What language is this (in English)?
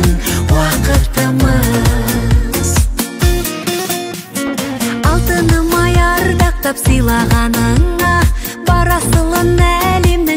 Kazakh